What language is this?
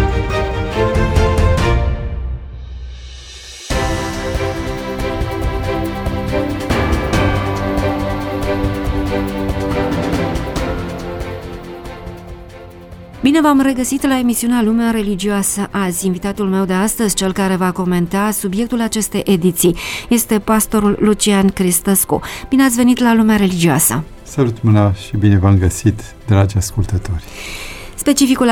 Romanian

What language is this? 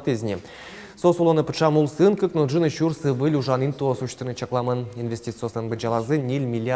Udmurt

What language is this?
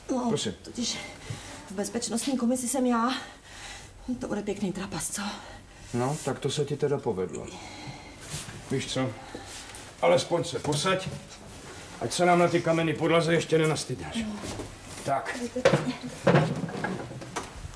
Czech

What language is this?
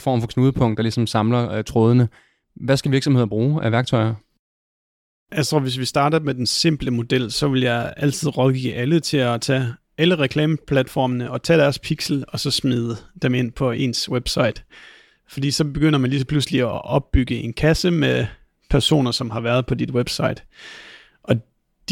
Danish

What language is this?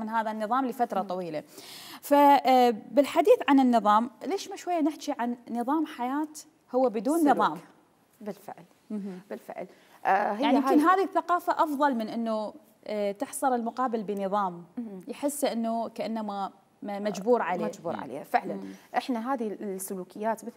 Mesopotamian Arabic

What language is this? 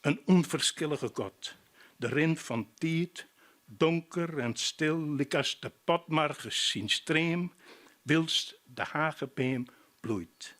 Western Frisian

